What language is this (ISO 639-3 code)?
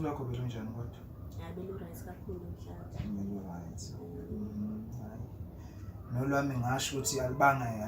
zul